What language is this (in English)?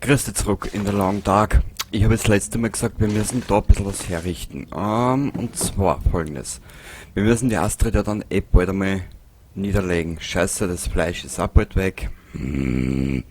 Bavarian